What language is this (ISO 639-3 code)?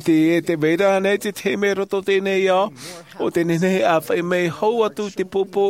tah